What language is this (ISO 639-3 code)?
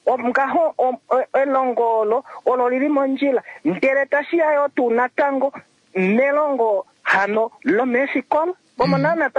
kua